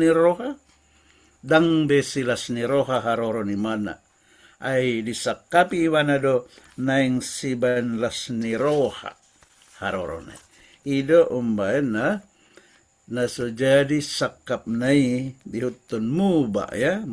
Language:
Batak Toba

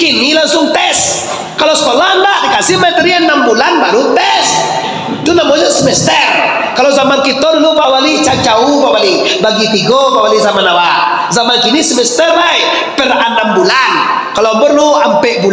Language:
Minangkabau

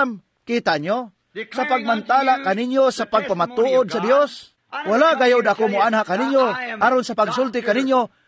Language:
Cebuano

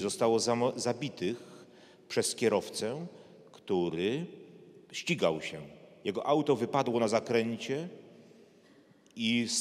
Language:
Polish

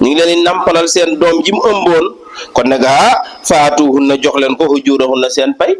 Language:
Wolof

